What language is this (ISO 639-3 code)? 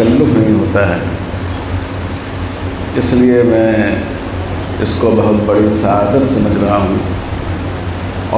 urd